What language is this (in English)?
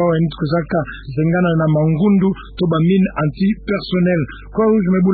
Kituba (Democratic Republic of Congo)